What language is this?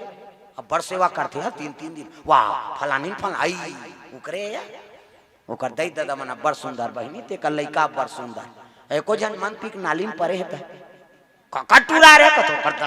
Chhattisgarhi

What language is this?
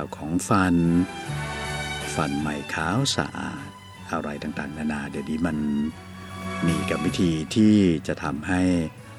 Thai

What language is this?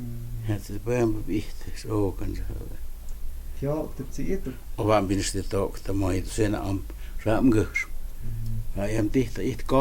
Totontepec Mixe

